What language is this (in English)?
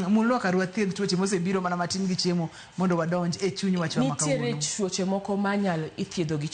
Luo (Kenya and Tanzania)